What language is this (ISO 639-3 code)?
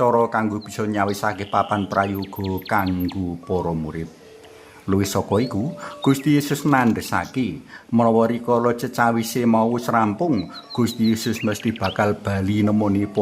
jav